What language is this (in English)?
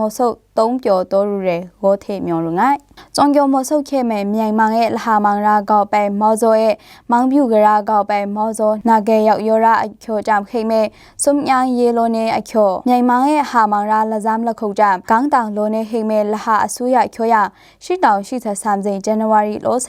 Maru